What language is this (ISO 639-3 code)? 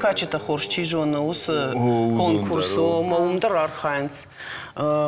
oss